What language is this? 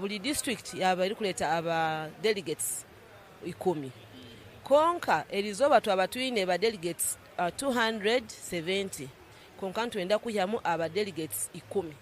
Nyankole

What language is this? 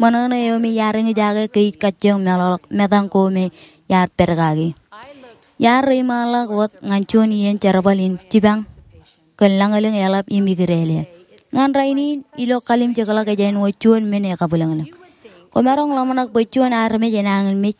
Marshallese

